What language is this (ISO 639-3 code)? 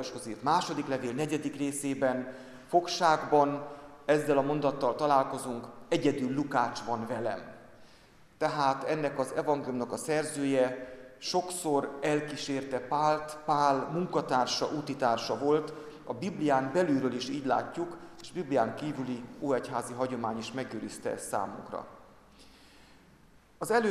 hun